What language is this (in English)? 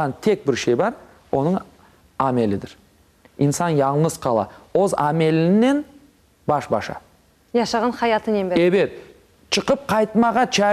Crimean Tatar